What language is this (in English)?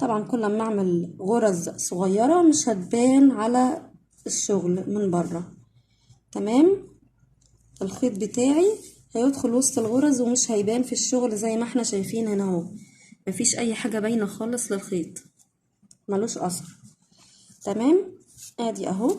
Egyptian Arabic